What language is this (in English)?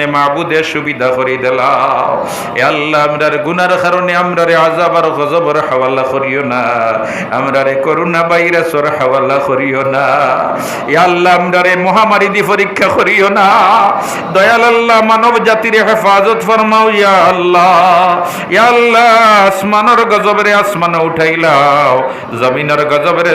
Sylheti